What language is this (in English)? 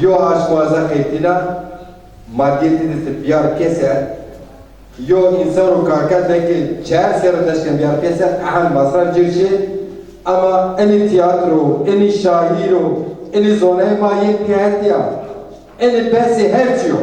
Zaza